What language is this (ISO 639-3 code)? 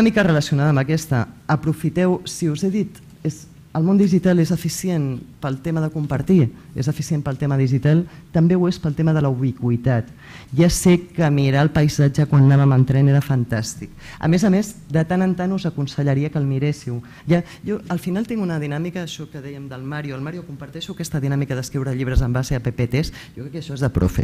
cat